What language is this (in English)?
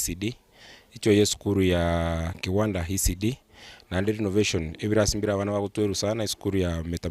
Gusii